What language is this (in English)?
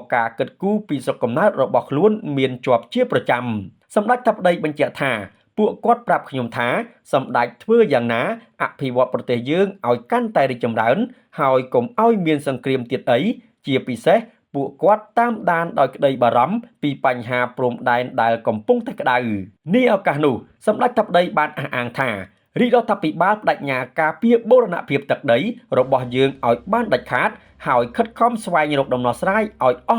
Khmer